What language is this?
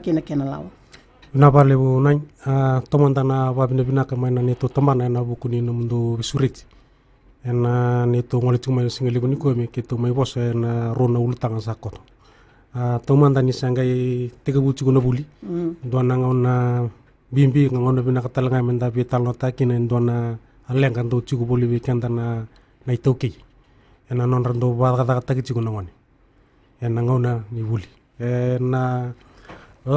Fijian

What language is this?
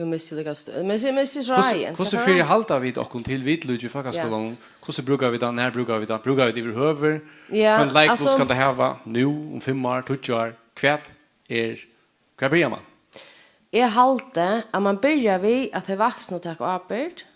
Faroese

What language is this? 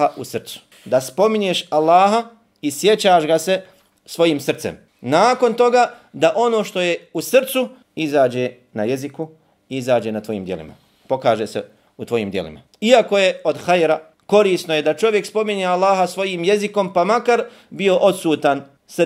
Bosnian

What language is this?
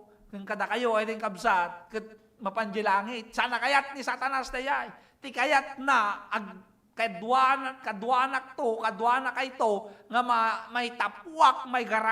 Iloko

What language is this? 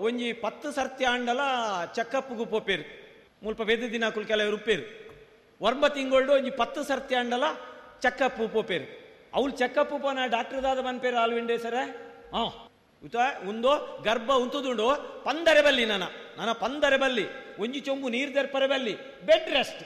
Tulu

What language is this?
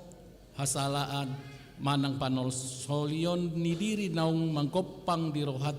Batak Toba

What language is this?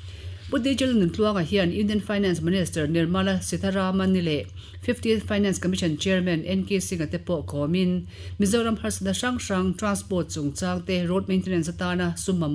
Mizo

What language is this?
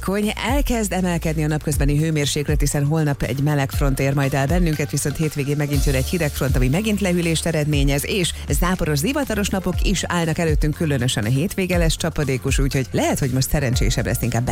Hungarian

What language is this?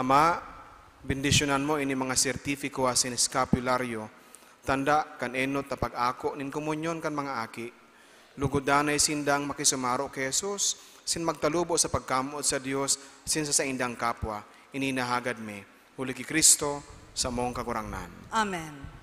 Bikol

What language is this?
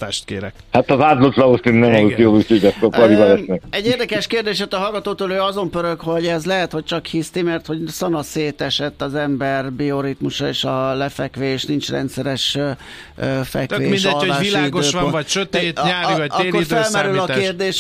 Hungarian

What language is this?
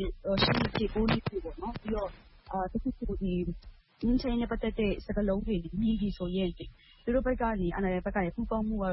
Burmese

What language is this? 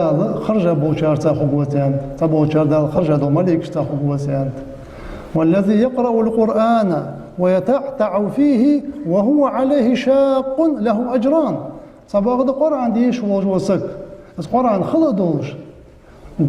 Ingush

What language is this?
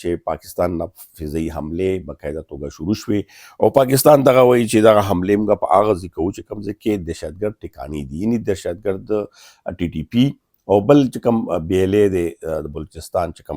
Pashto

